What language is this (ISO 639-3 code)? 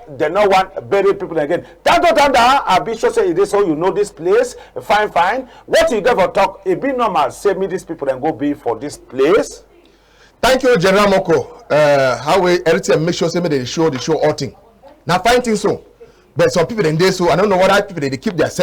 wes